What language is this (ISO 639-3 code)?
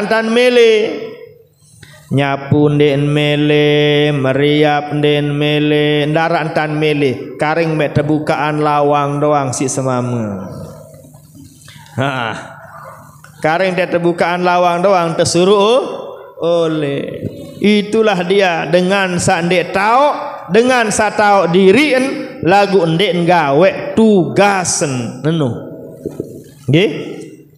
sas